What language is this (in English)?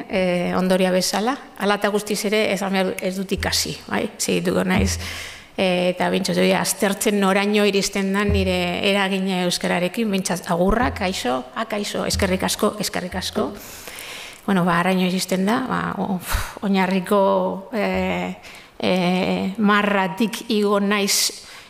Basque